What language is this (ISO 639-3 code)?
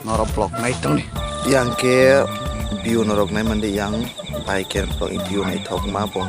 trp